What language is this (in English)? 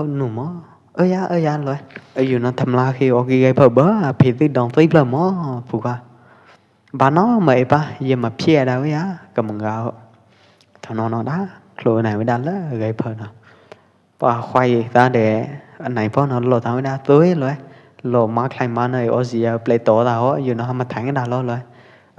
Pwo Eastern Karen